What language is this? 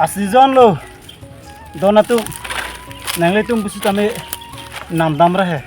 Karbi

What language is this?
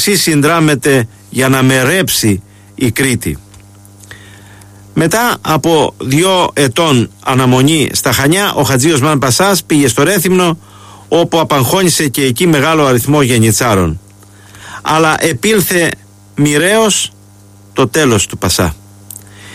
Greek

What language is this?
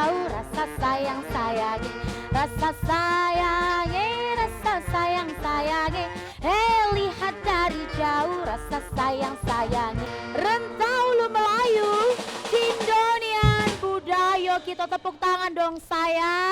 Musi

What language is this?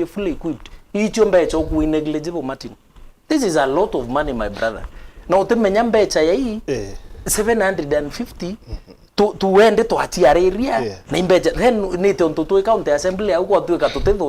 Meru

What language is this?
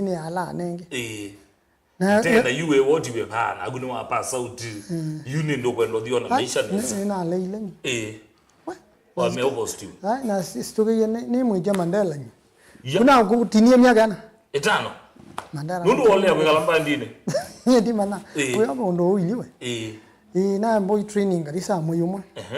Kamba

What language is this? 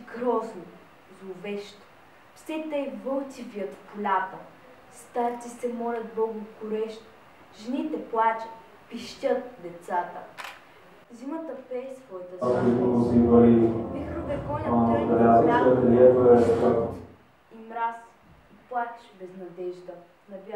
Bulgarian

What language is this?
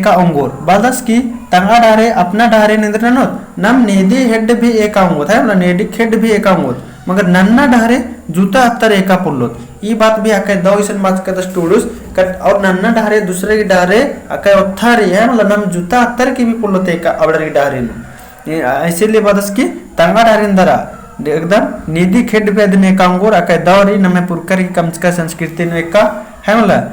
Kurukh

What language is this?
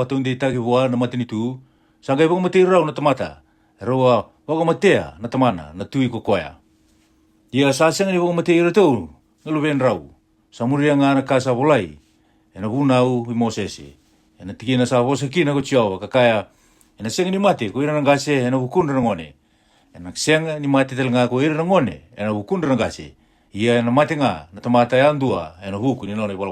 Fijian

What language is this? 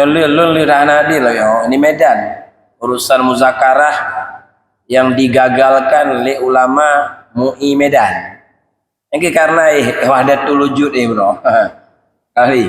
Achinese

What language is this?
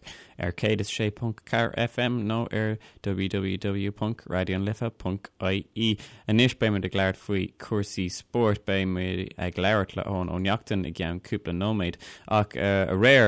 Irish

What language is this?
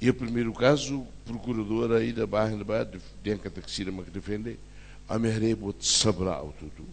Tetum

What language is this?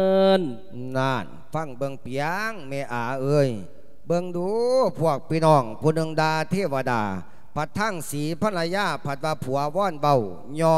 Lao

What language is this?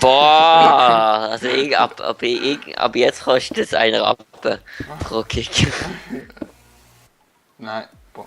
Swiss German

